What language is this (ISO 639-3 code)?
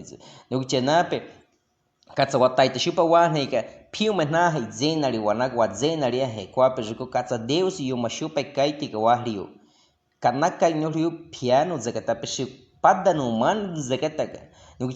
bwi